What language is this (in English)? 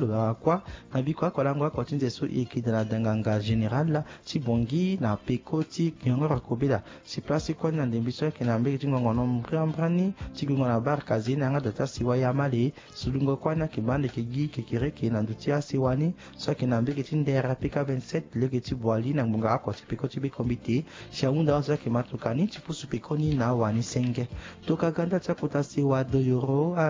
Sango